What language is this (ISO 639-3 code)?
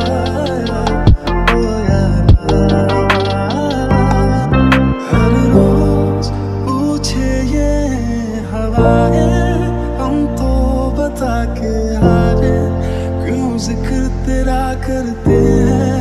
hin